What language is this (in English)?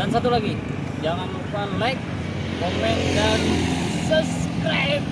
Banjar